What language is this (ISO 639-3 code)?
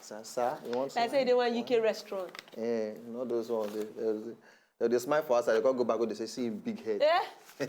pcm